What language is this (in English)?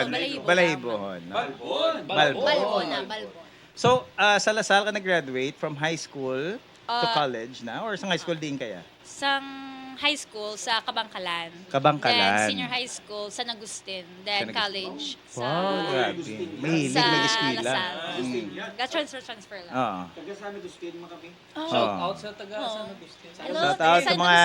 Hiligaynon